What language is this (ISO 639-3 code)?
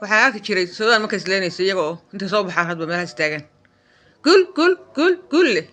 som